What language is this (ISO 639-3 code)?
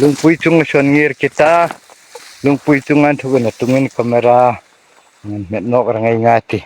hmr